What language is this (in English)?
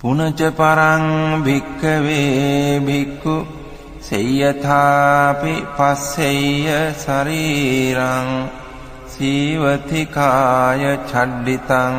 Pali